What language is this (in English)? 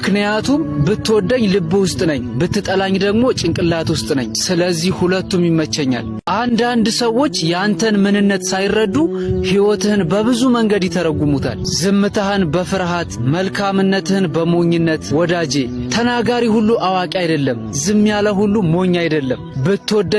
Amharic